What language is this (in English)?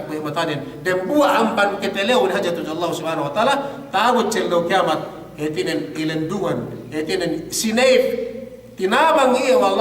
Yakan